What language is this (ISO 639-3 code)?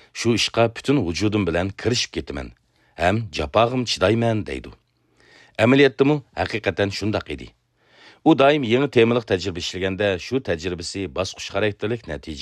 uig